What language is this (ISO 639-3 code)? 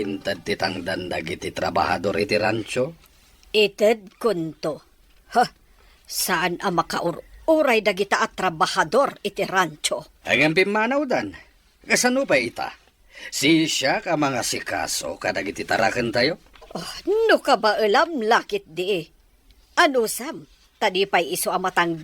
ilo